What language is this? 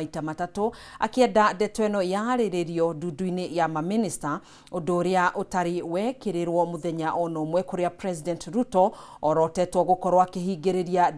Kikuyu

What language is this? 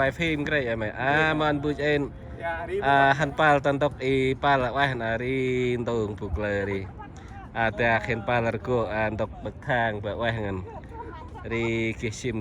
Central Mnong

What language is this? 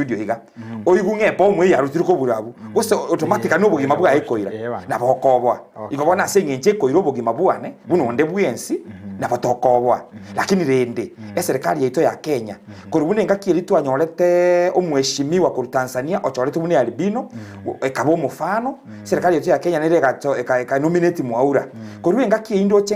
Gusii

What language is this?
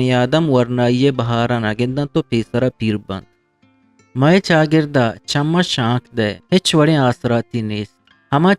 Eastern Balochi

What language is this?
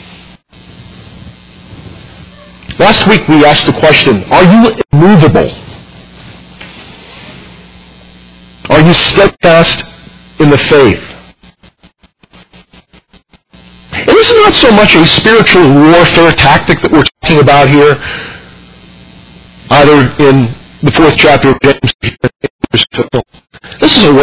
English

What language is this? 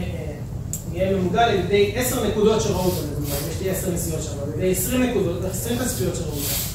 Hebrew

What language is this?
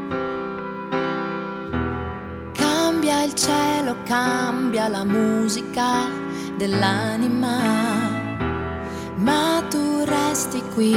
Italian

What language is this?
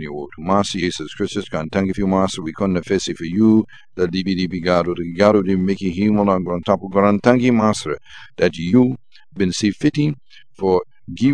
Sranan Tongo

